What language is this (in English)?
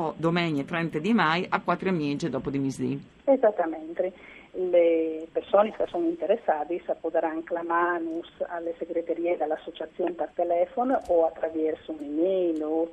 Friulian